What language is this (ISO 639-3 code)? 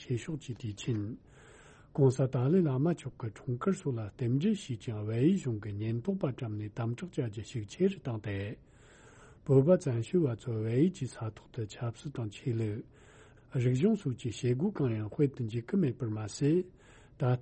bod